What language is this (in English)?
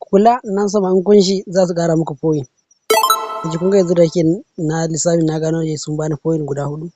Hausa